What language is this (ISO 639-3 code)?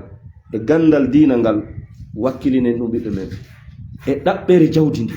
ful